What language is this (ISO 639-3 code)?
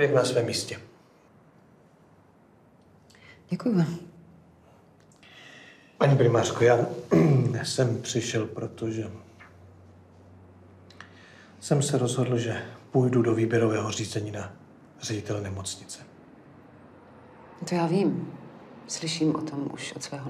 ces